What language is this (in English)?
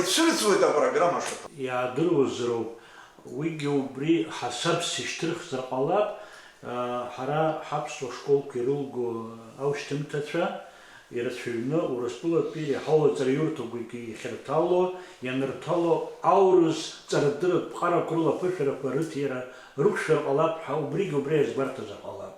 Abkhazian